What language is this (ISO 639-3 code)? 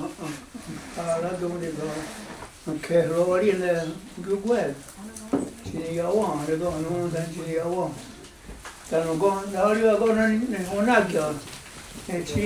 moh